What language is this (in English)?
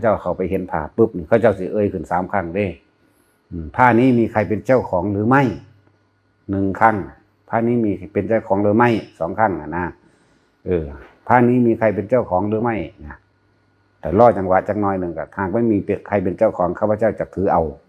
Northeastern Thai